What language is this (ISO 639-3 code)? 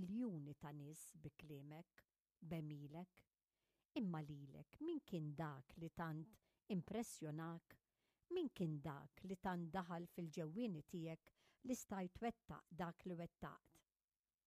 mlt